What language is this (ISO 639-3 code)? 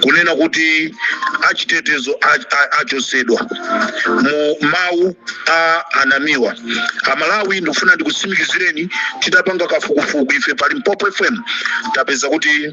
nya